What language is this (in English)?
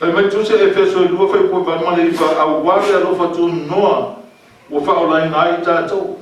Samoan